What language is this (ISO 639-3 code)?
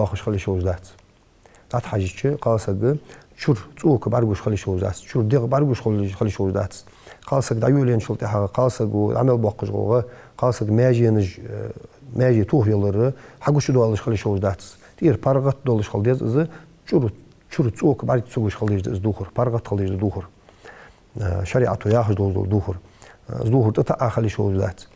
inh